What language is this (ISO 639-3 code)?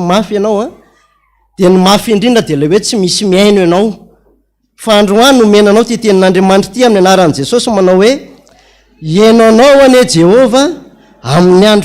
mlg